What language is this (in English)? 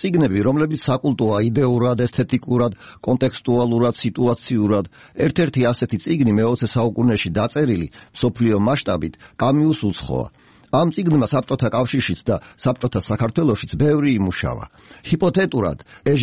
Georgian